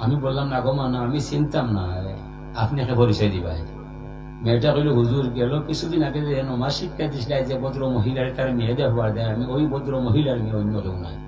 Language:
Sylheti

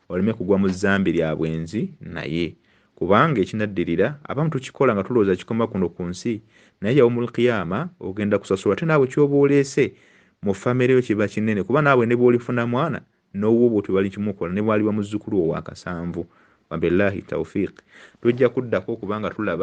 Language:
Ganda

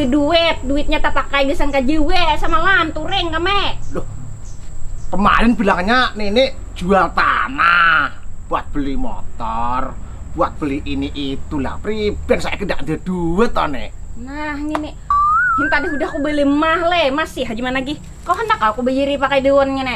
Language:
Banjar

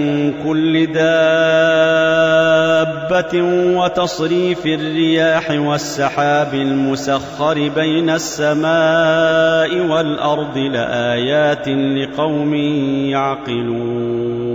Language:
Arabic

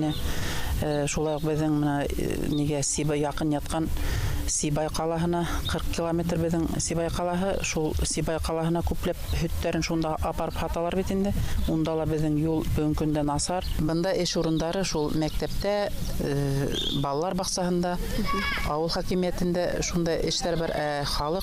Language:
Bashkir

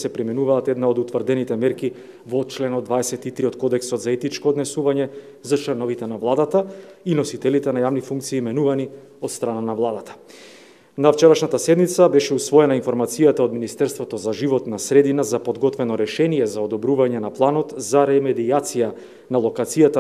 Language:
Macedonian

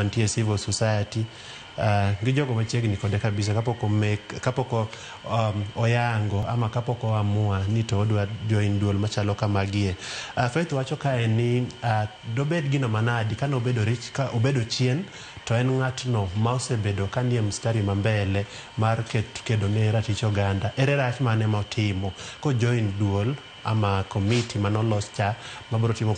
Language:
Luo (Kenya and Tanzania)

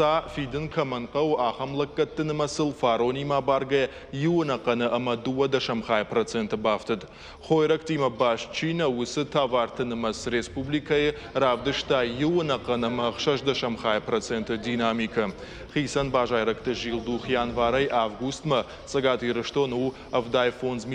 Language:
Ossetic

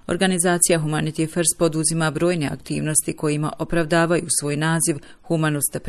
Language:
Bosnian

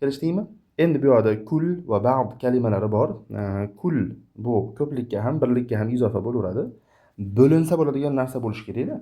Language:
Uzbek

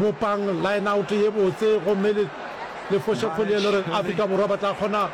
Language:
Northern Sotho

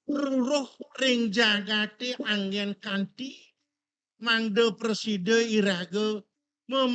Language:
Balinese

